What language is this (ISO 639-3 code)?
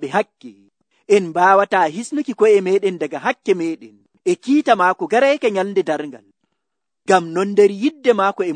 fuv